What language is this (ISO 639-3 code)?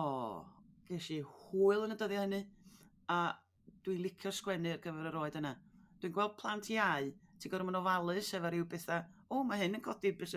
cym